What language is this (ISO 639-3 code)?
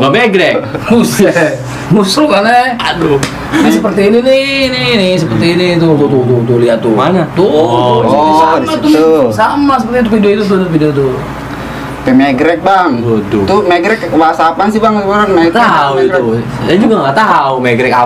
bew